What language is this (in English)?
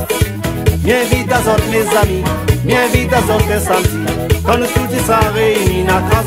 Réunion Creole French